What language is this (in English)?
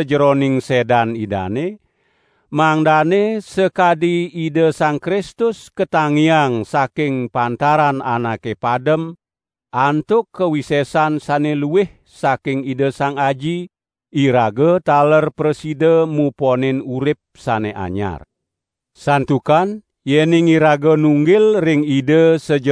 Balinese